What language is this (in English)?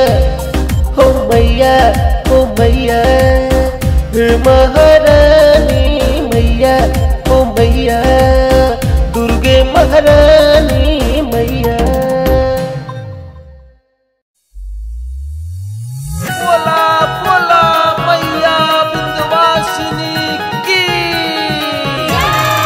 Bhojpuri